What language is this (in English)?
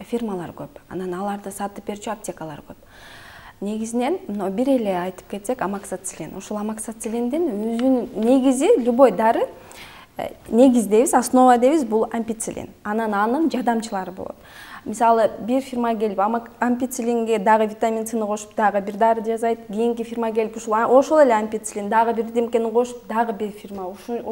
Kyrgyz